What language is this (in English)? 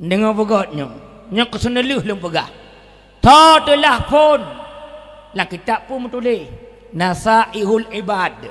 Achinese